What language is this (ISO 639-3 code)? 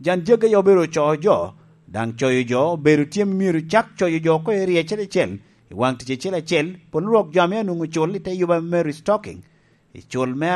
laj